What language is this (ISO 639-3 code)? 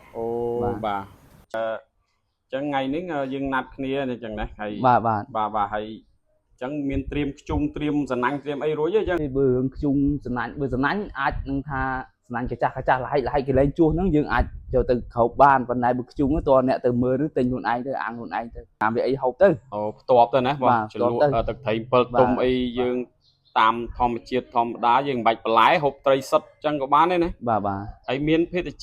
khm